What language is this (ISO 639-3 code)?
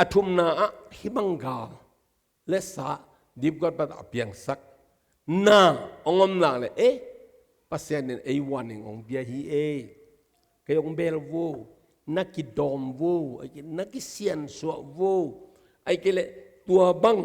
ctd